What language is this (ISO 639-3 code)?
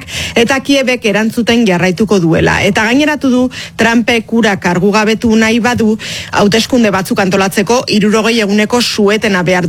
eus